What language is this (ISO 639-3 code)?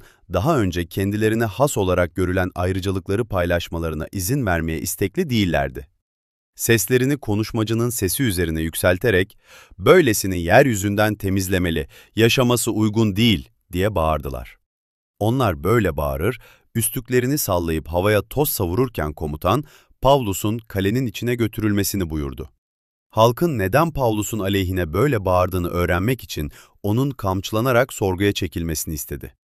tur